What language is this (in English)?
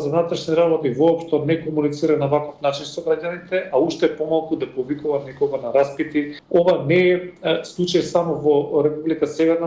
Macedonian